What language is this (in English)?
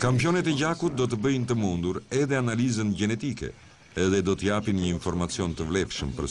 Albanian